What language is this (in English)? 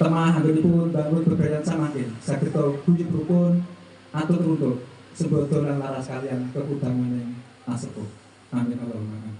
Javanese